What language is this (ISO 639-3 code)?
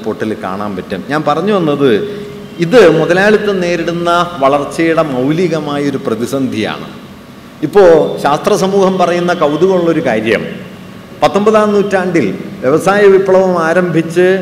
mal